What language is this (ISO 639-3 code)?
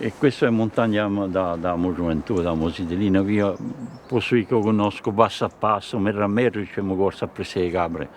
cos